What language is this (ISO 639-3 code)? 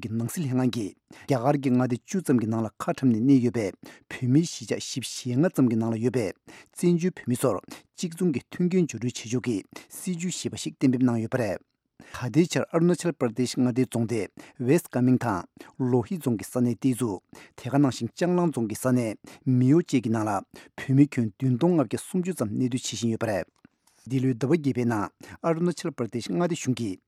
bod